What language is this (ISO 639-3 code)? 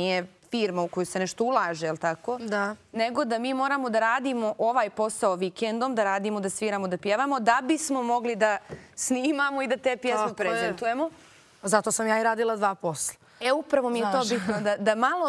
bos